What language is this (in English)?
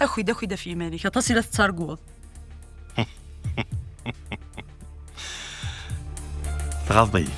Kabyle